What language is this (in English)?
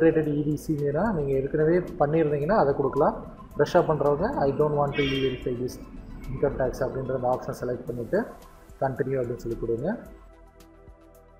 Tamil